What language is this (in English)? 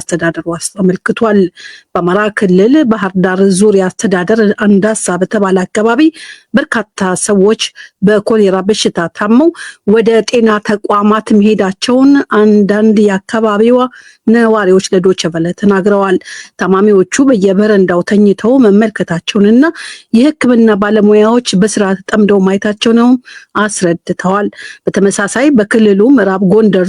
Amharic